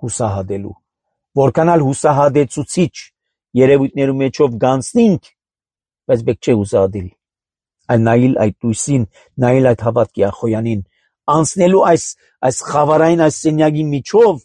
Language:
Armenian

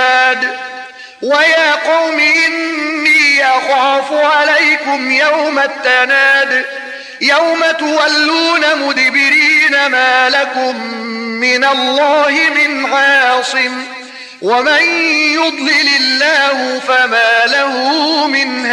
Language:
Arabic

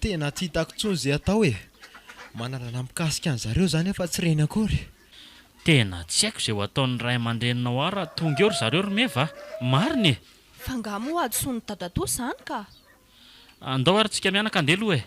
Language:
Malagasy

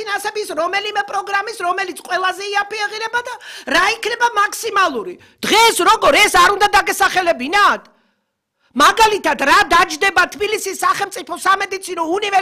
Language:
Georgian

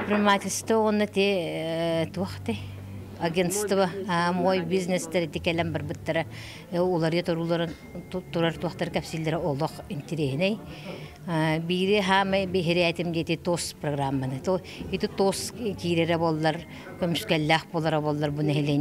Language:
Yakut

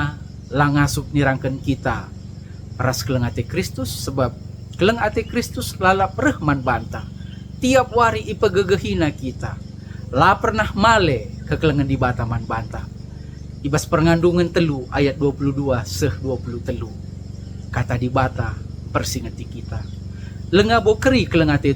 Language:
Batak Karo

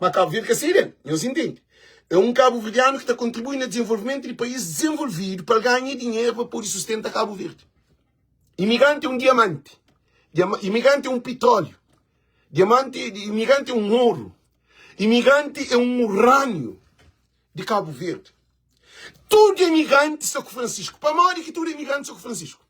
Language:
Kabuverdianu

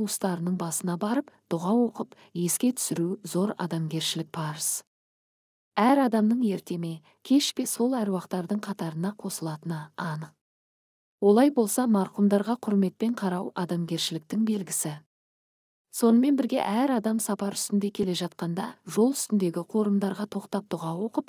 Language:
Kazakh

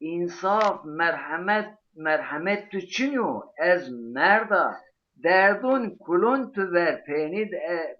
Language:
Zaza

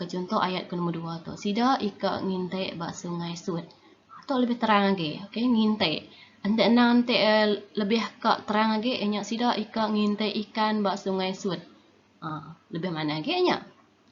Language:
Iban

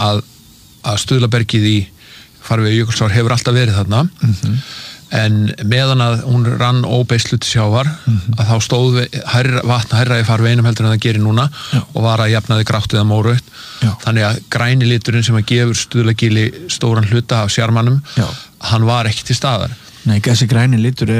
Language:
Icelandic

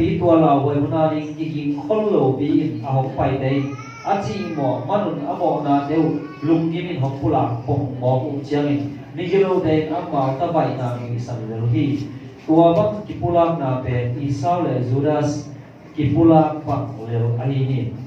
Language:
Tedim Chin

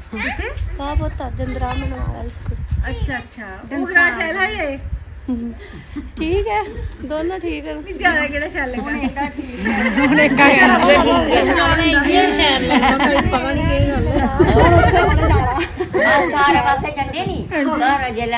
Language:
Dogri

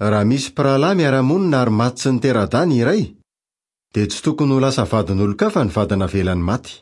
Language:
Malagasy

